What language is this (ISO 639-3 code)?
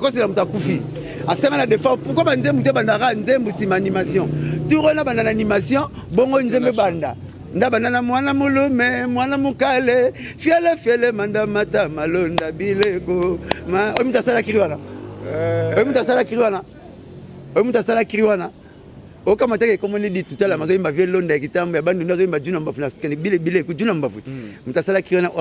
lin